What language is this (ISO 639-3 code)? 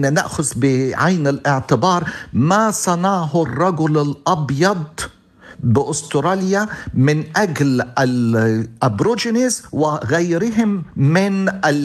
ara